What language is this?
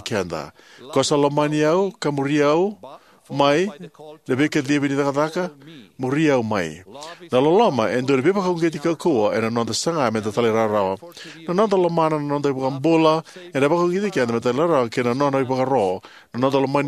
Fijian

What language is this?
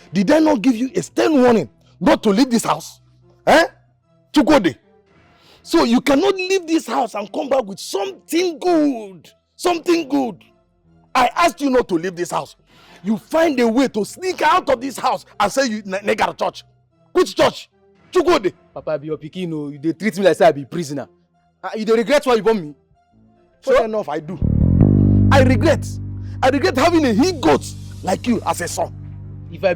Nigerian Pidgin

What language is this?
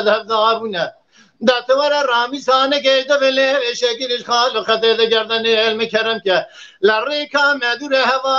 Kurdish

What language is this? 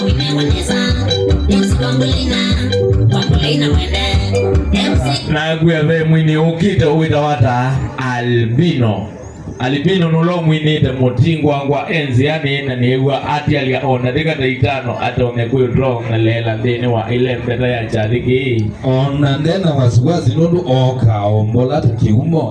Kamba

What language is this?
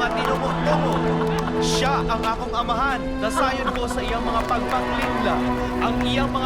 Cebuano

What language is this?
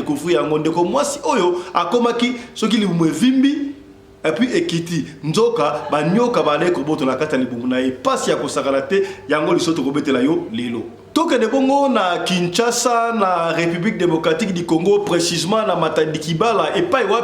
Lingala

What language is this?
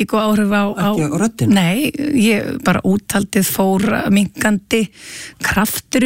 Icelandic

